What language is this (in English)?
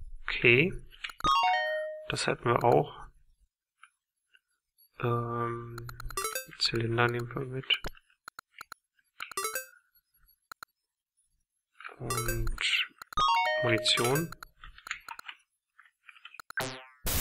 German